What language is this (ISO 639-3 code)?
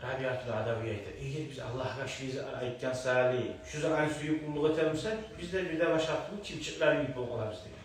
kum